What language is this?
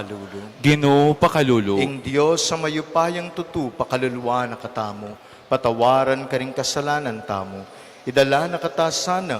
Pampanga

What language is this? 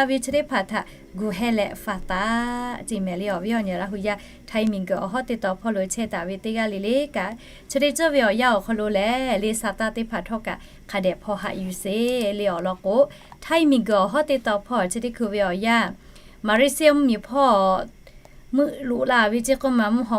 Lahu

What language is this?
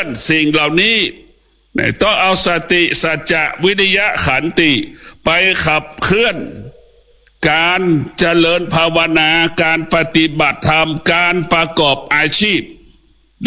Thai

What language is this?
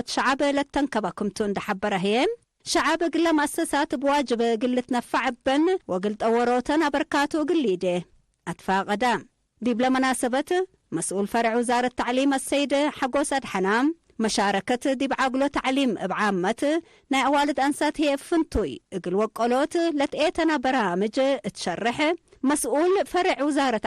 Tigre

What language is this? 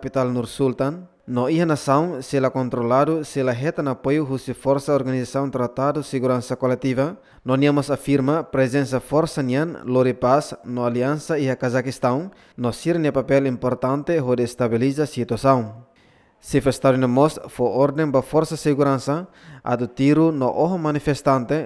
Tetum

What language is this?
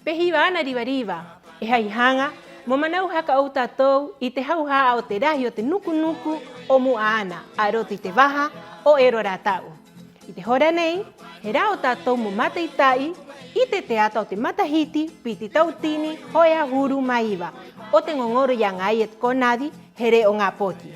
Rapanui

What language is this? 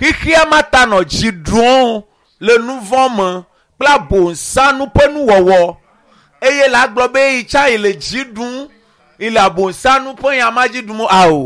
Ewe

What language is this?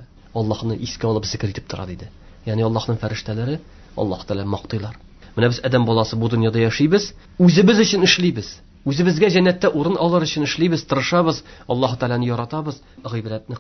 Tatar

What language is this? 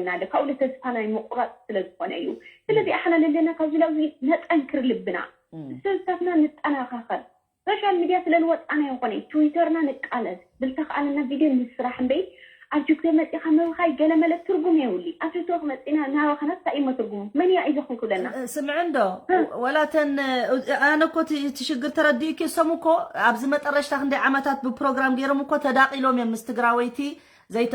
Tigrinya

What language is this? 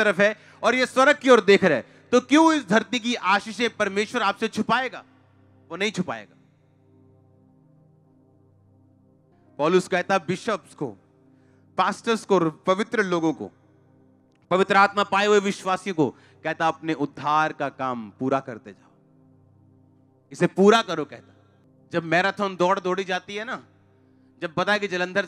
Hindi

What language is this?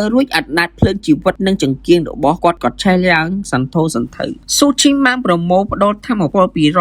Khmer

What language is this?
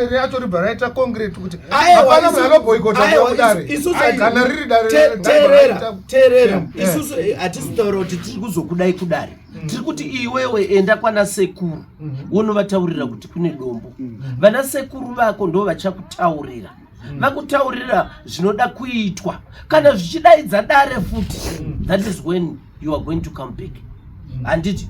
Shona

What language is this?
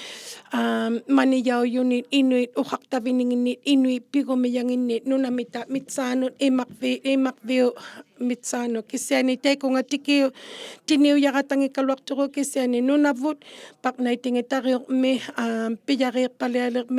Inuktitut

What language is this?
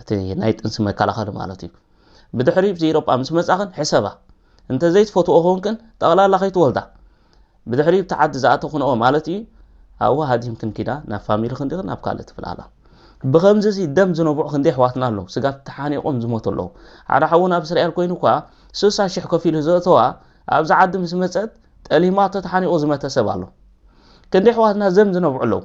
Tigrinya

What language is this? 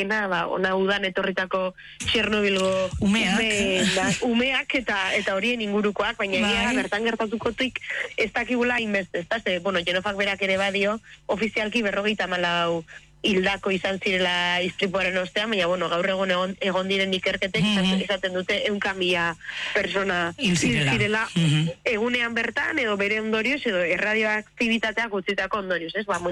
Basque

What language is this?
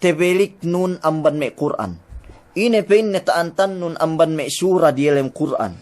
Yakan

